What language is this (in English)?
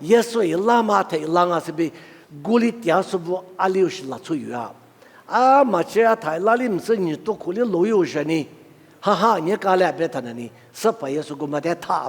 Lisu